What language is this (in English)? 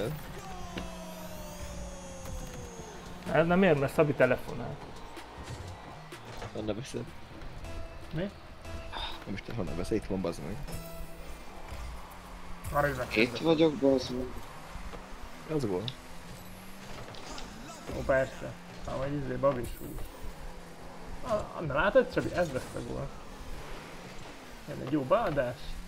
Hungarian